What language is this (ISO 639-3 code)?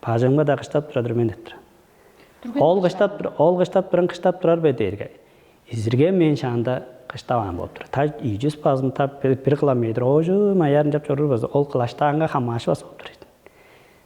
tyv